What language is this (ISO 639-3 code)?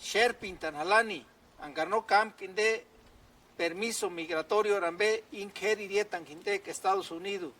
tsz